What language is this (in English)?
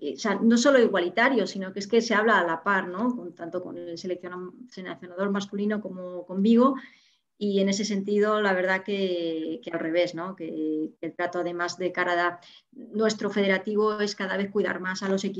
Spanish